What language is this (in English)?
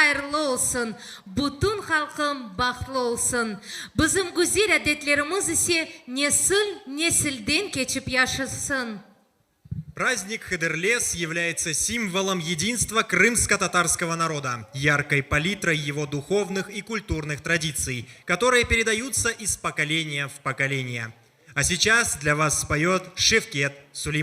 Crimean Tatar